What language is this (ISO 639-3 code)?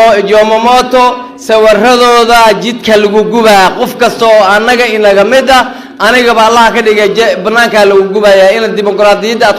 som